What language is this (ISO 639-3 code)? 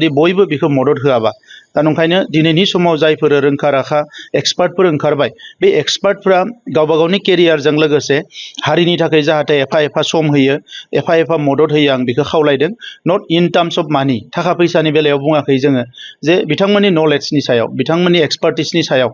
brx